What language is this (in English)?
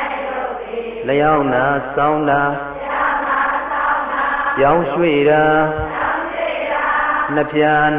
Burmese